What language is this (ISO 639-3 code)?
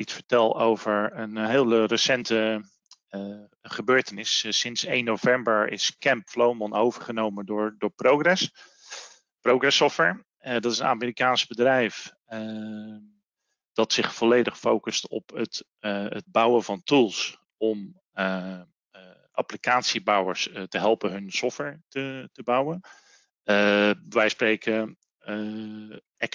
nld